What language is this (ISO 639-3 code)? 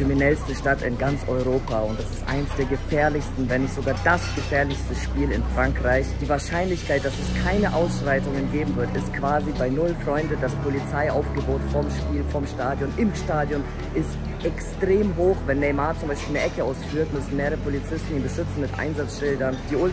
deu